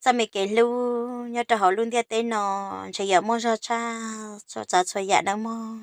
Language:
Hmong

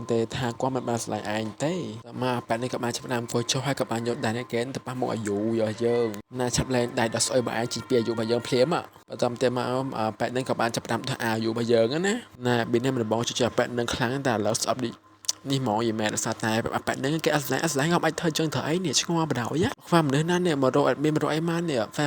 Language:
Khmer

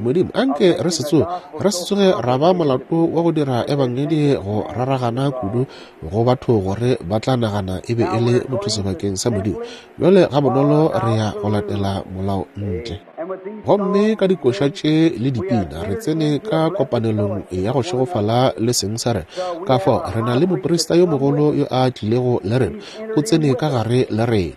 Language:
Northern Sotho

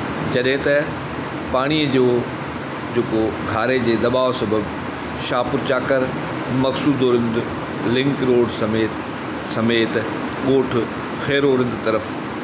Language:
Sindhi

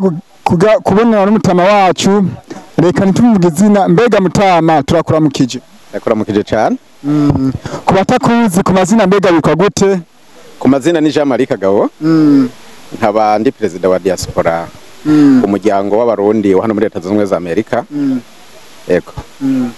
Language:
Rundi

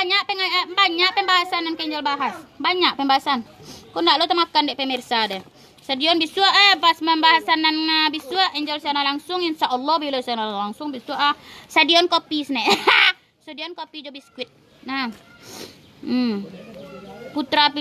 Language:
Minangkabau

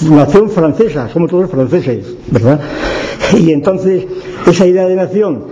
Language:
Spanish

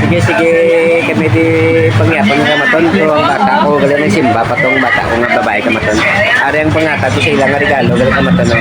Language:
Hiligaynon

